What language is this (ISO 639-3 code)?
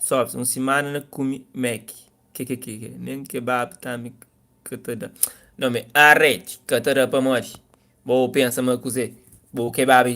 kea